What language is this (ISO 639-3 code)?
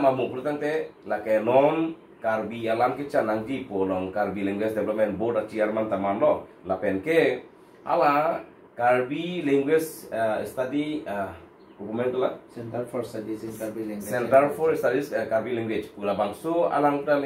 mjw